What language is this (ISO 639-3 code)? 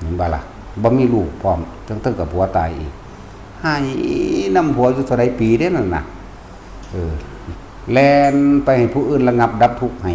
lao